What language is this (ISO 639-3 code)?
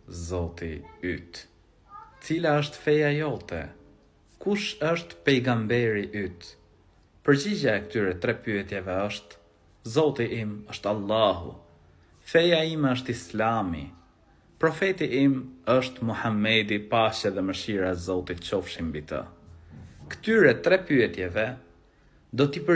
sqi